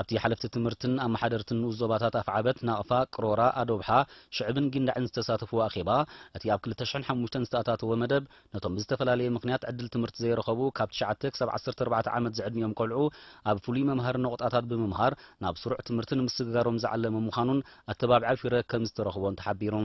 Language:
Tigrinya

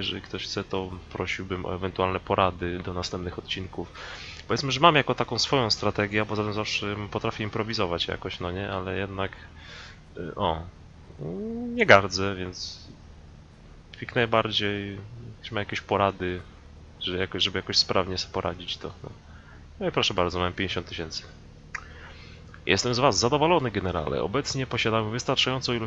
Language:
Polish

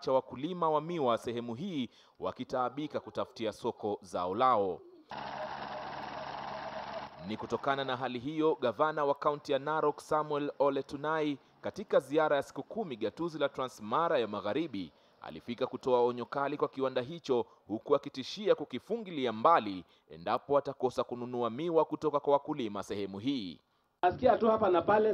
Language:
Swahili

